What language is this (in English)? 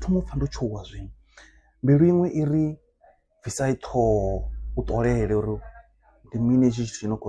Venda